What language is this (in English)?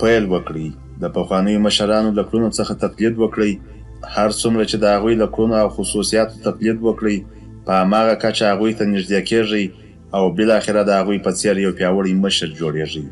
Pashto